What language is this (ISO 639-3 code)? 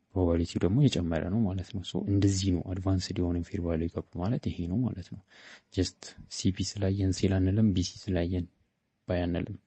amh